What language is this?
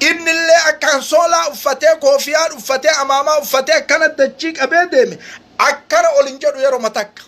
Oromo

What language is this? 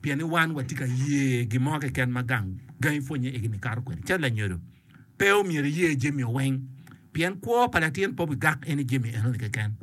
Acoli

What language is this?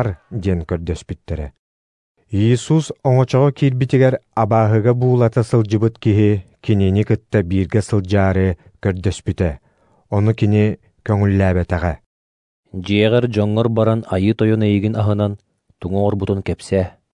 Yakut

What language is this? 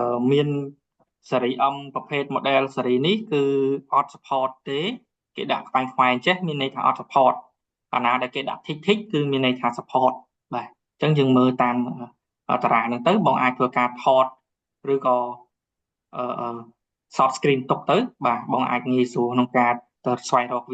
Khmer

